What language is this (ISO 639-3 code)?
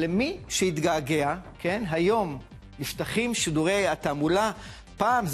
heb